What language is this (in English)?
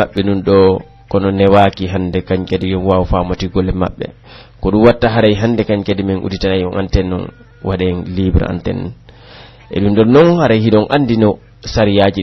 Pular